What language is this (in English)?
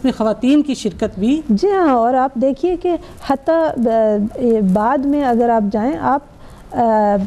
Urdu